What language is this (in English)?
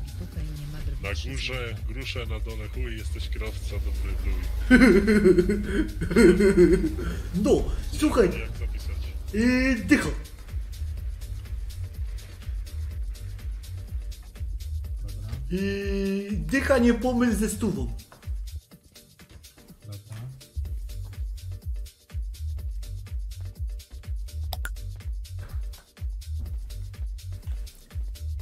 Polish